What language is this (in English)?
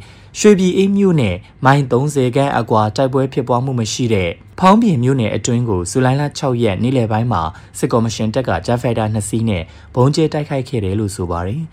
Burmese